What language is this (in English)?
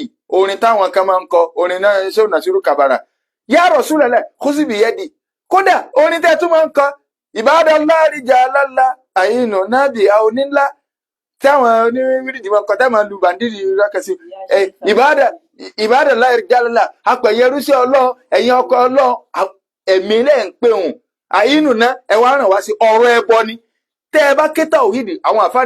Yoruba